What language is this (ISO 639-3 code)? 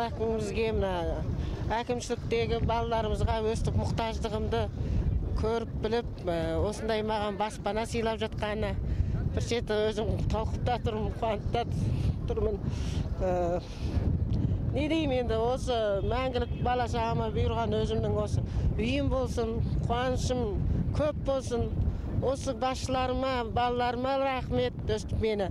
kaz